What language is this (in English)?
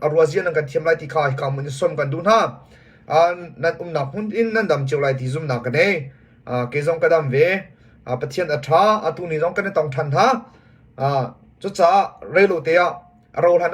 Hakha Chin